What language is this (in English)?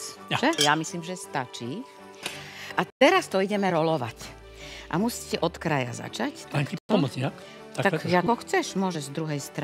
Slovak